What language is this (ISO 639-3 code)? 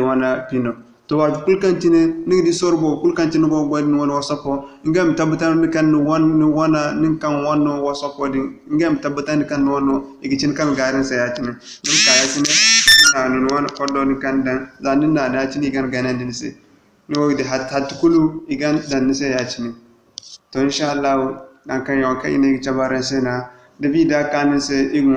dje